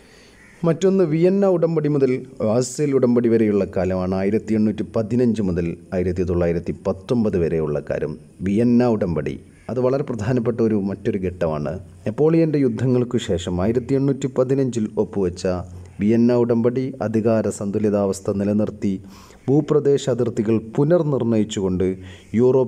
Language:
Malayalam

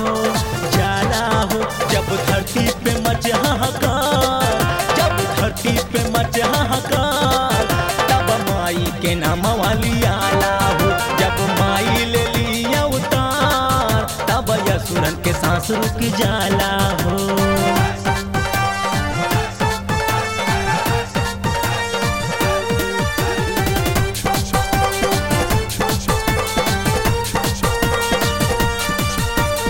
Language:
Bhojpuri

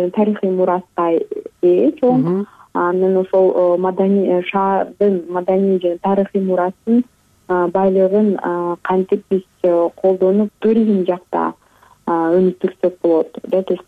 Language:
Kyrgyz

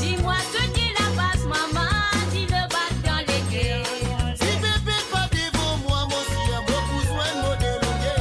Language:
Morisyen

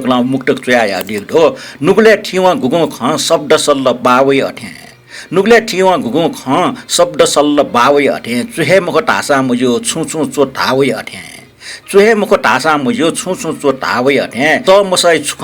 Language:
Newari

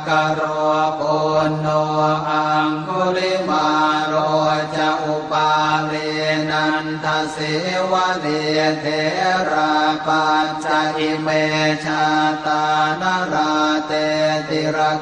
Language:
Pali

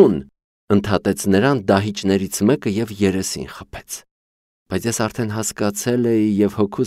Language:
Armenian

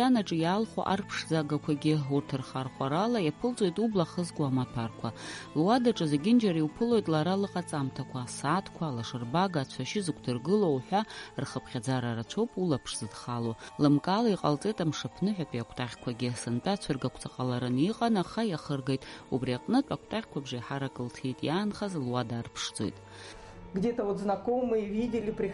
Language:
Abkhazian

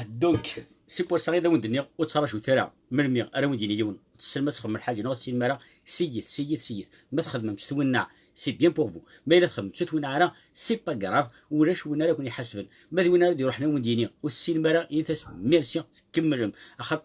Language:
Kabyle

